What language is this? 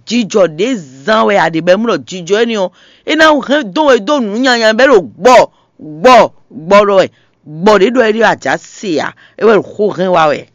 Fon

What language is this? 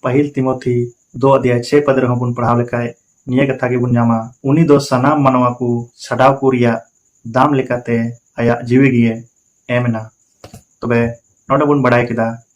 Santali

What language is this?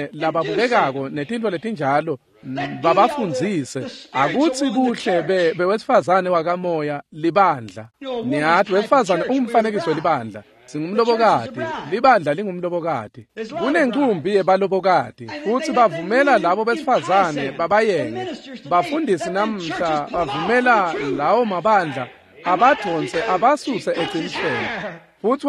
Swati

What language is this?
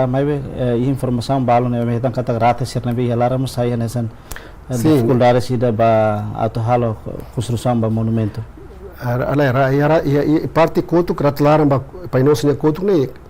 Tetum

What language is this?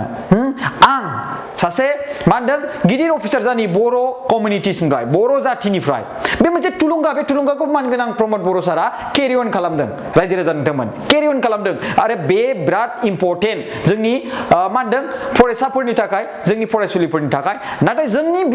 Bodo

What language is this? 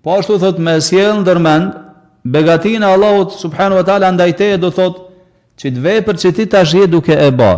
Albanian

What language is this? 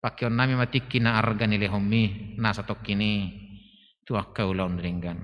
Batak Toba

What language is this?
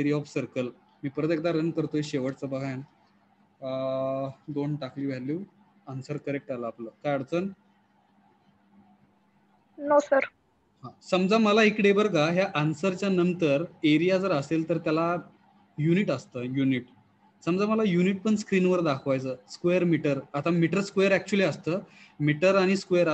Marathi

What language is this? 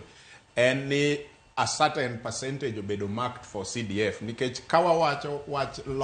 Luo (Kenya and Tanzania)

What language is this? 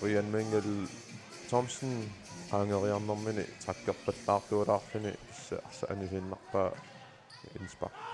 Kalaallisut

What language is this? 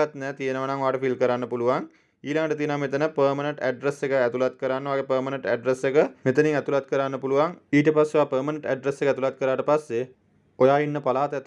Sinhala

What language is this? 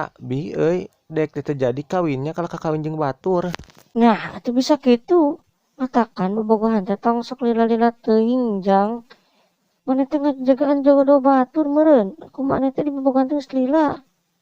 Sundanese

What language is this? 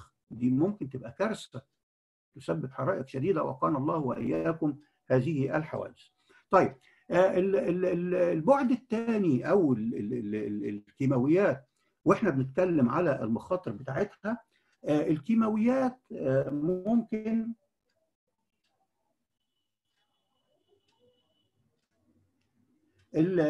Egyptian Arabic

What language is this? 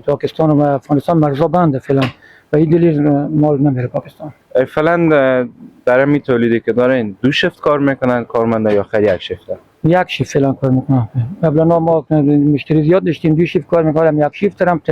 Persian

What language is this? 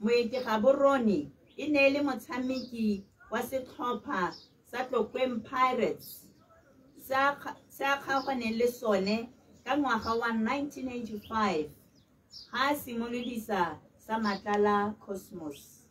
Tswana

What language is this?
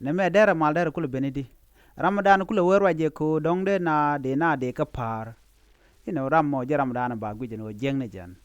Nuer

